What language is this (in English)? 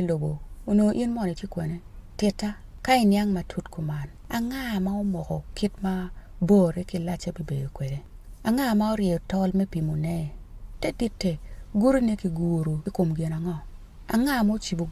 Acoli